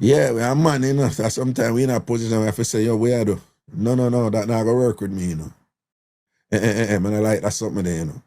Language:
Jamaican Creole English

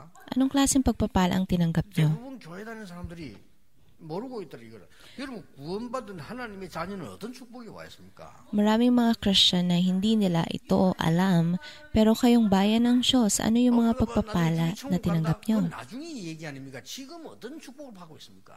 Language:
Filipino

